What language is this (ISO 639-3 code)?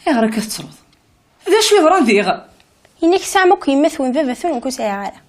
kab